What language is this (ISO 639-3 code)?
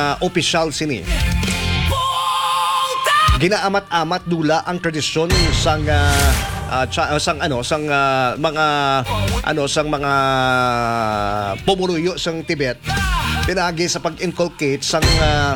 hil